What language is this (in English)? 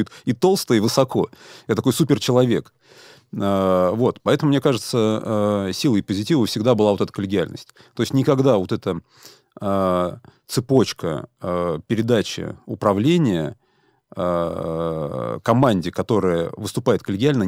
Russian